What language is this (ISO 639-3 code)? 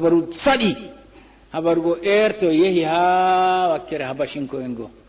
ful